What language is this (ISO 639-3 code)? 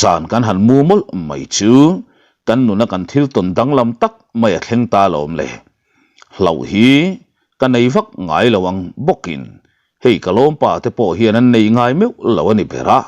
lus